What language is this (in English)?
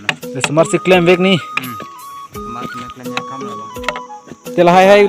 Karbi